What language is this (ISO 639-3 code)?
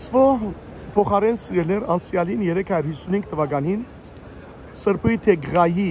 hyw